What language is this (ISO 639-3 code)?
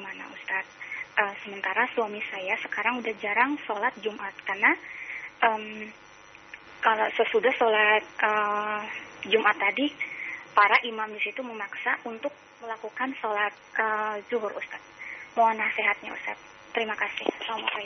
ind